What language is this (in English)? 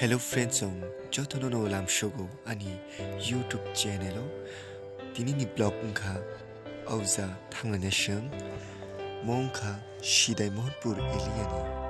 Kok Borok